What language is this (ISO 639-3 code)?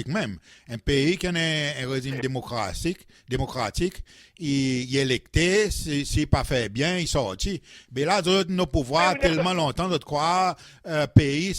crs